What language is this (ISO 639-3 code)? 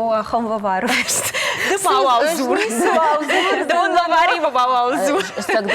oss